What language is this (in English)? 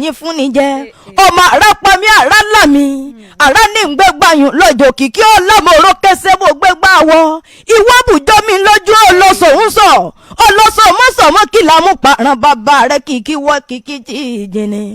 Yoruba